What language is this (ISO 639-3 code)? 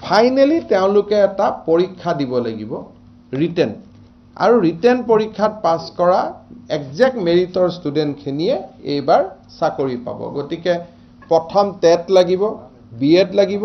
asm